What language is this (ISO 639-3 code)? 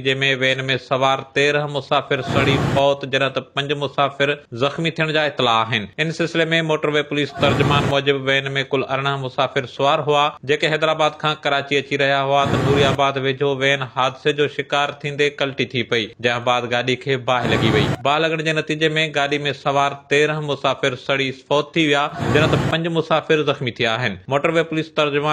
snd